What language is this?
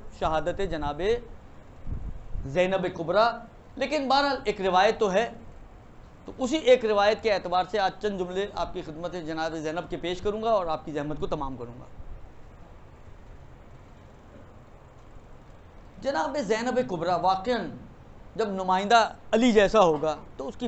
Urdu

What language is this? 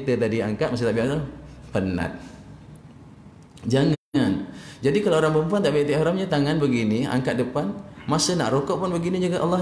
Malay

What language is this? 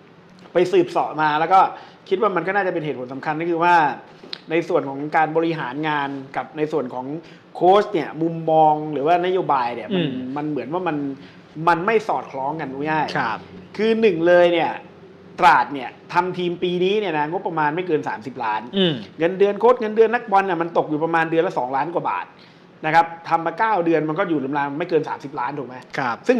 Thai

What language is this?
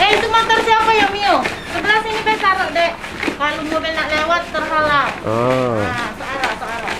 Musi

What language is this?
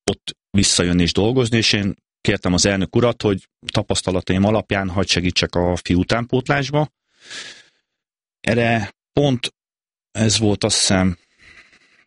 Hungarian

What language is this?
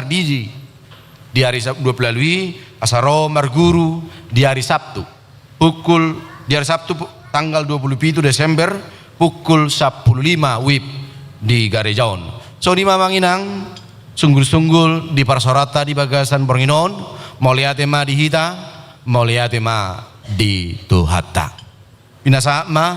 Batak Toba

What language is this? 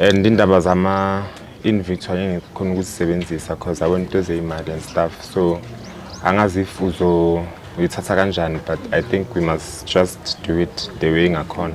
Zulu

